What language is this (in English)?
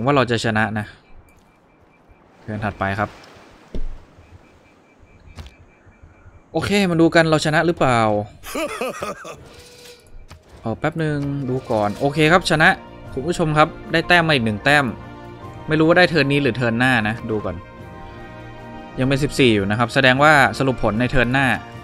Thai